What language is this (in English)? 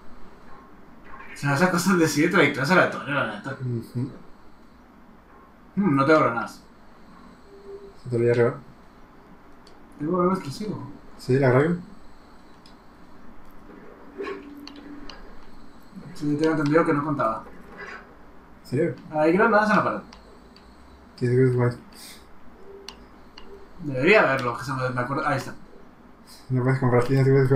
Spanish